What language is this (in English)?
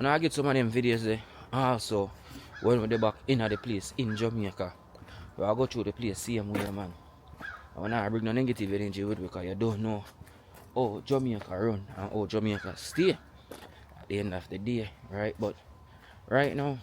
Jamaican Creole English